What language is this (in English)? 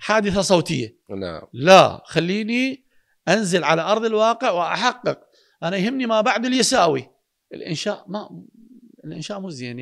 Mesopotamian Arabic